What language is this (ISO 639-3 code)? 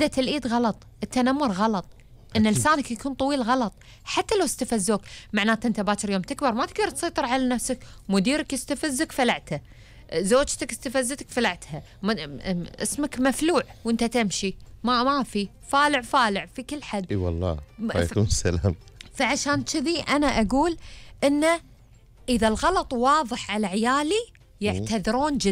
afb